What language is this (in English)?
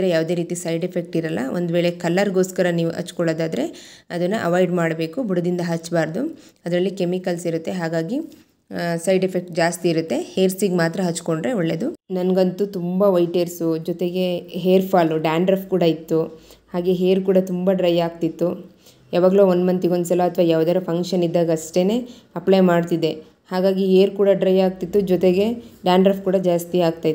Kannada